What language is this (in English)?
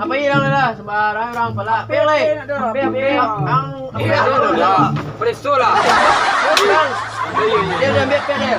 Minangkabau